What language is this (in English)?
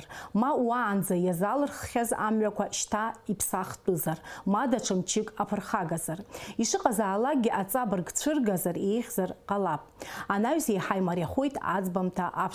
Abkhazian